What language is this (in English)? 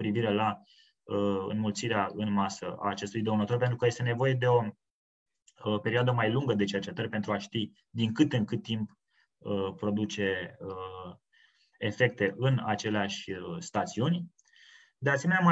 Romanian